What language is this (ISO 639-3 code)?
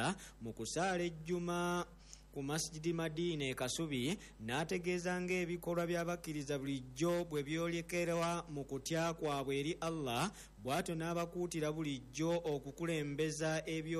lug